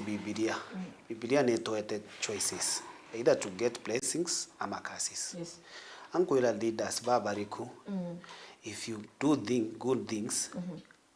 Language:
Meru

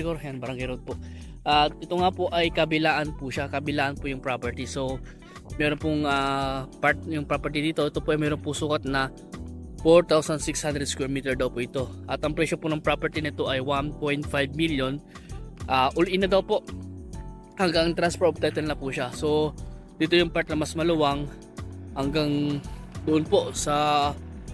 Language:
Filipino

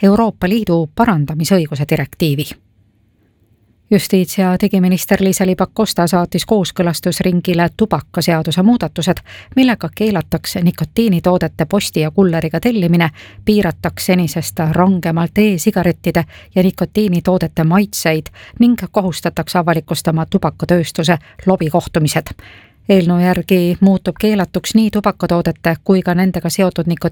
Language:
Estonian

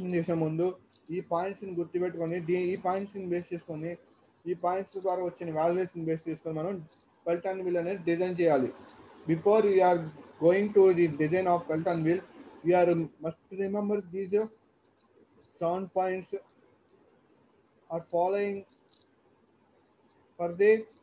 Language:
Telugu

